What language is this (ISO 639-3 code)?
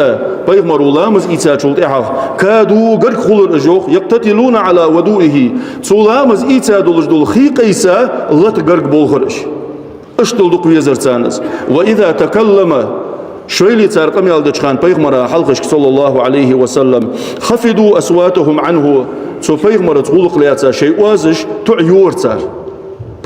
inh